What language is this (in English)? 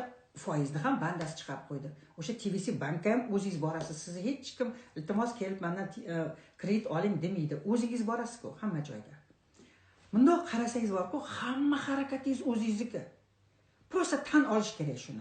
Uzbek